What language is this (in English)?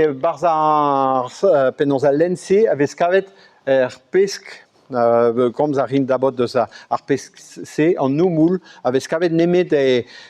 Breton